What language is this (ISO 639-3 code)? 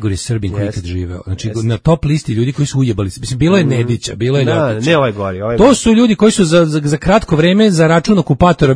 srp